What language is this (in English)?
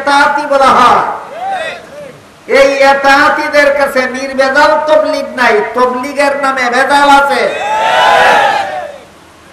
Bangla